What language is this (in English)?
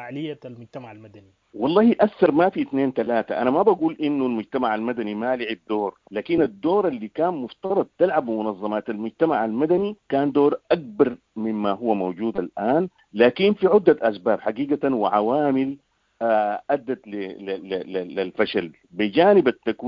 Sudanese Arabic